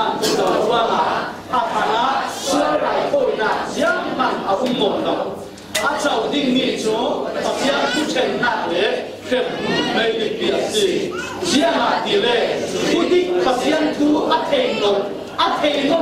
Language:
Falam Chin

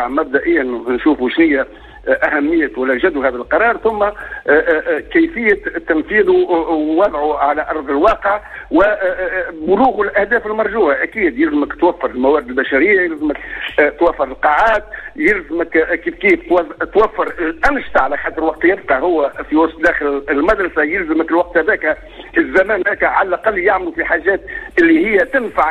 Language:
Tunisian Arabic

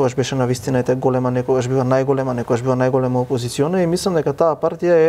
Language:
Macedonian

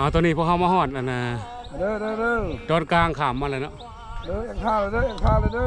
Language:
Lao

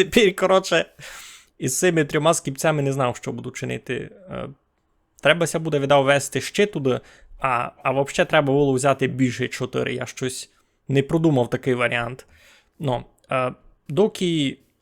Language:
Rusyn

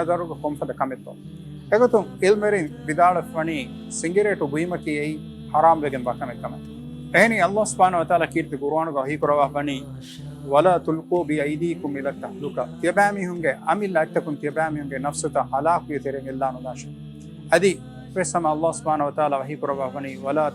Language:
Divehi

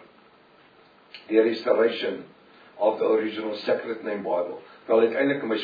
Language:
Afrikaans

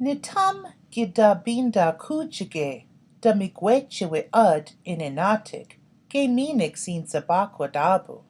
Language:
Chippewa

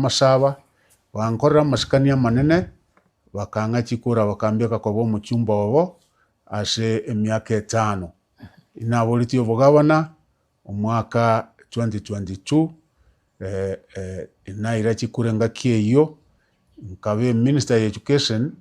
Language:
Gusii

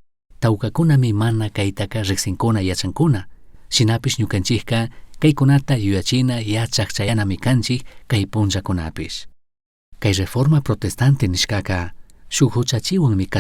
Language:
Chimborazo Highland Quichua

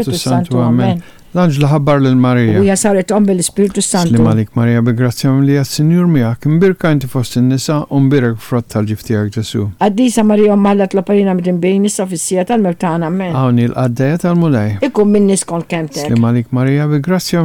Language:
Maltese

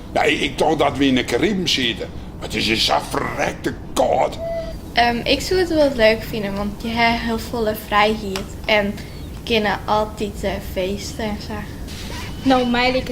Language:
Western Frisian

